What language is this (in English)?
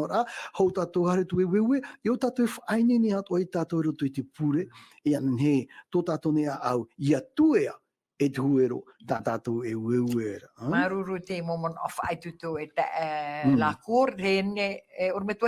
Tahitian